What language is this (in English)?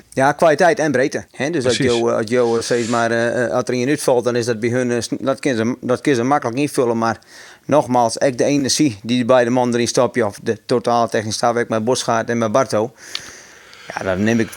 Western Frisian